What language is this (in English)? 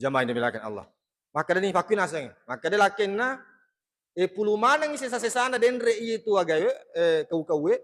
Buginese